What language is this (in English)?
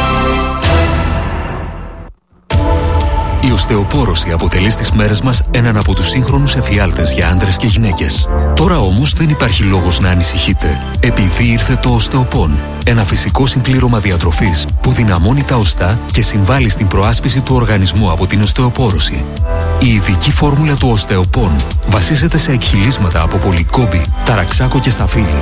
Greek